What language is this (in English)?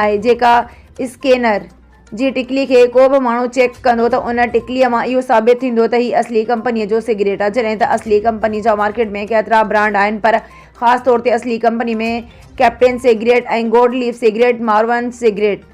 Sindhi